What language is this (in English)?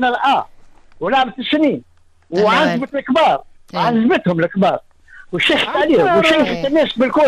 Tunisian Arabic